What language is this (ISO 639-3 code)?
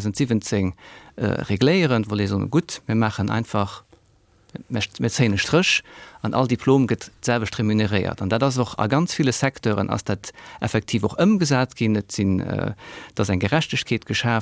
ltz